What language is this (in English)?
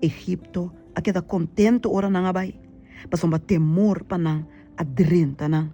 Papiamento